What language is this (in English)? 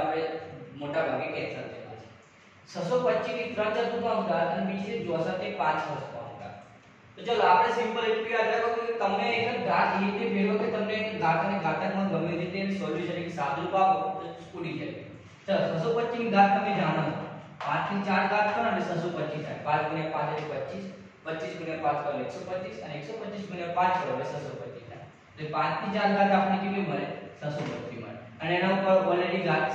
Gujarati